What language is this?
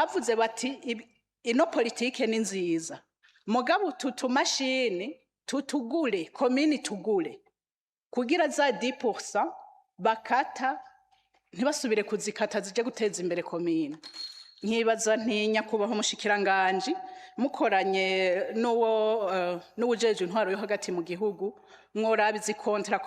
Rundi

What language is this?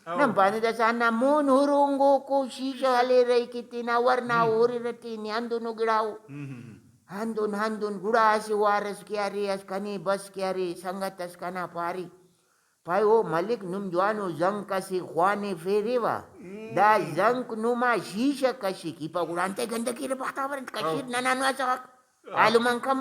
Brahui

